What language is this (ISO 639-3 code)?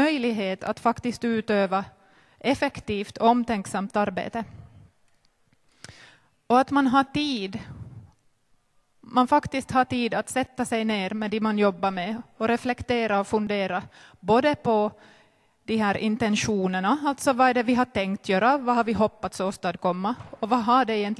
swe